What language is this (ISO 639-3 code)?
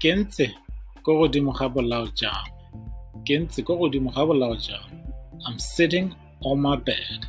tsn